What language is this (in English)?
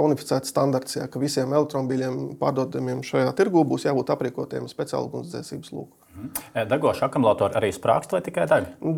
Latvian